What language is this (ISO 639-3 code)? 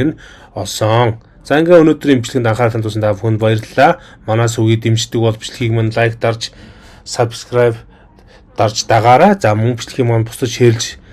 mon